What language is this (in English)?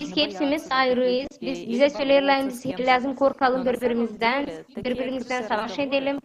Gagauz